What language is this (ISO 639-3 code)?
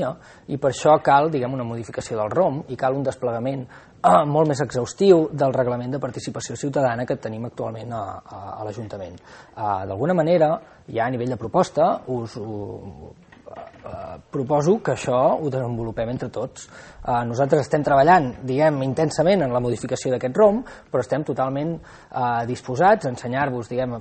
cat